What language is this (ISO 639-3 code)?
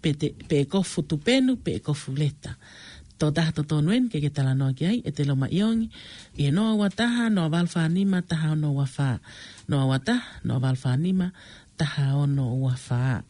ton